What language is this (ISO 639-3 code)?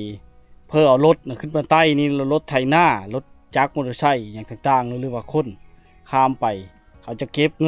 lao